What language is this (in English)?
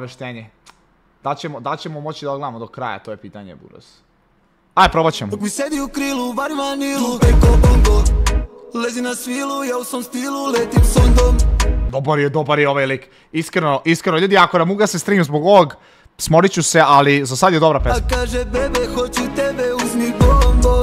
Serbian